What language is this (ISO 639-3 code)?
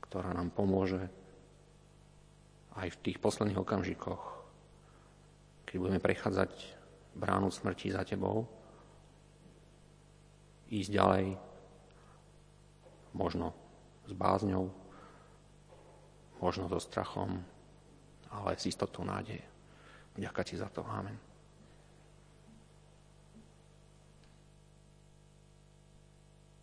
slk